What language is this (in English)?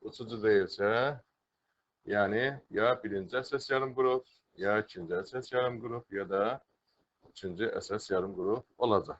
Azerbaijani